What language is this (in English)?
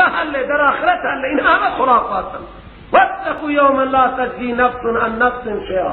Persian